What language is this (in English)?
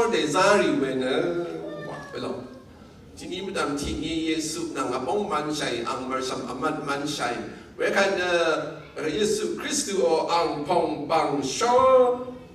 Rawang